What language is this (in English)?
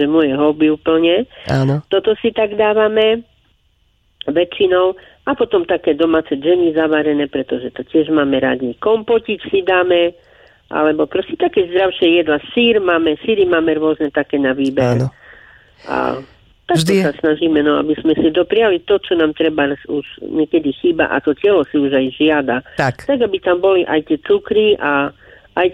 Slovak